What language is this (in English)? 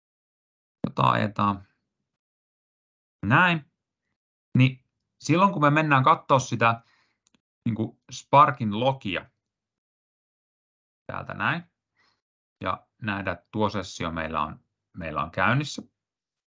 Finnish